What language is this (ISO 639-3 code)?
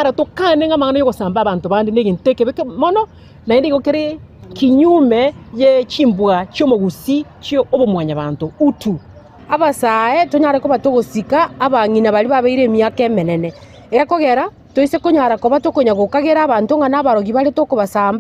guz